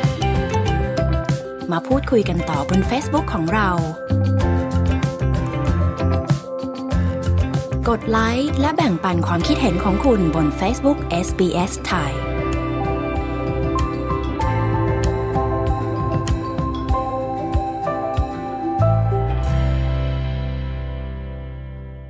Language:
Thai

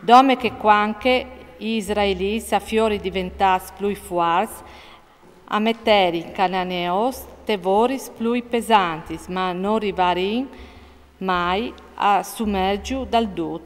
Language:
Friulian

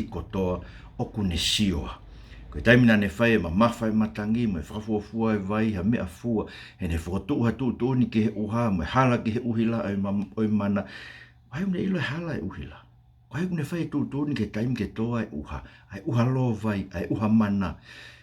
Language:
Tongan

